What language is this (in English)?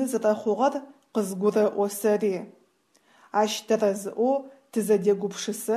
Adyghe